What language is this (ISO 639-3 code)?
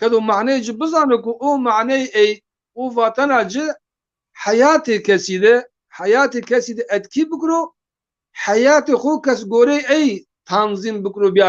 zza